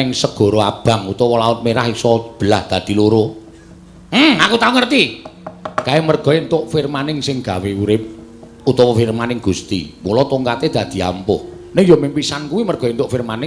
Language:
Javanese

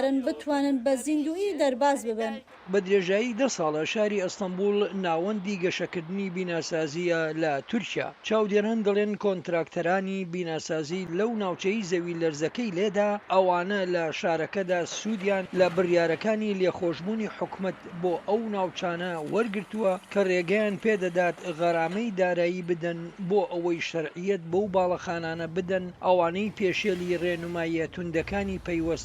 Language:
Central Kurdish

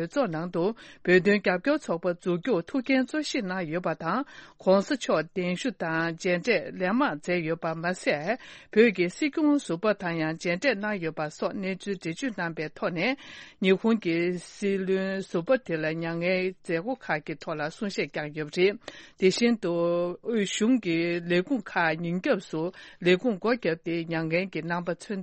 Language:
Tibetan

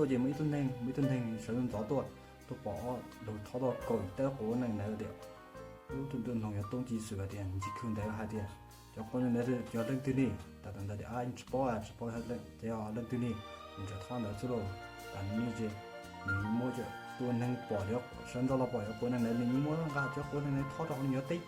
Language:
Hmong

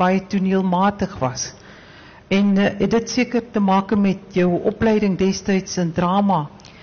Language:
Afrikaans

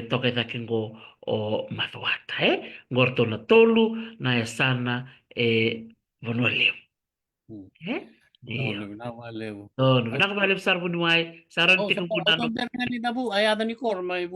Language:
Fijian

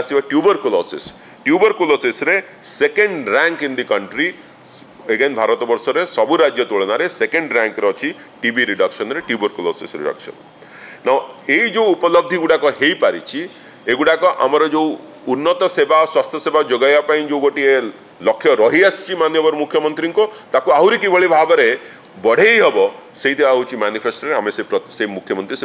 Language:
Odia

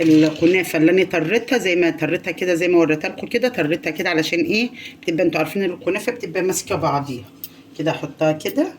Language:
Egyptian Arabic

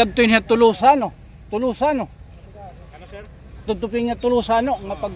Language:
Waray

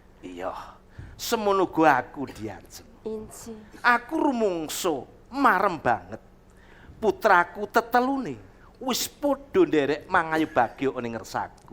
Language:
Javanese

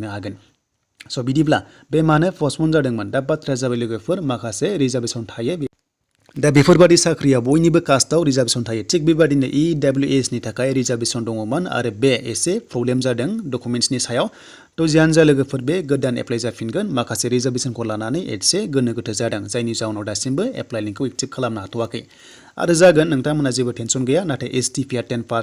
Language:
Bodo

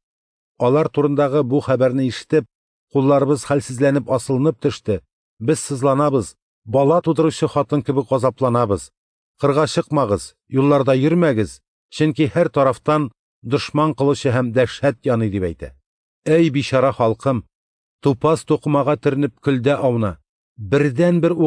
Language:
Tatar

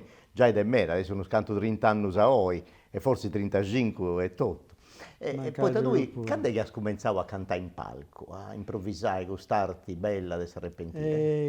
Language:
Sardinian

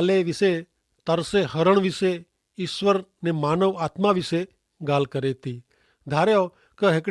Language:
Kachhi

